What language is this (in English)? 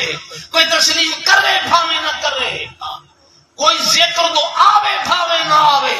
Saraiki